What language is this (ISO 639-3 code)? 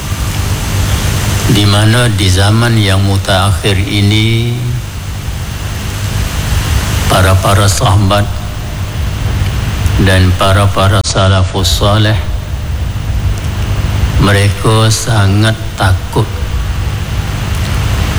msa